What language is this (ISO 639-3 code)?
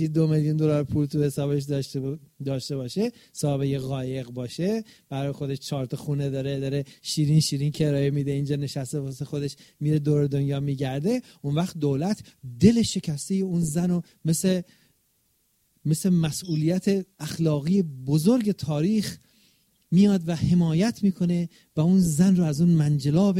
fas